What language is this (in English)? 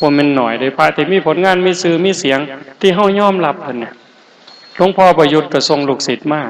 Northeastern Thai